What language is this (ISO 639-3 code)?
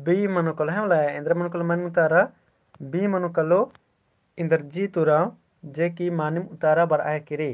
kru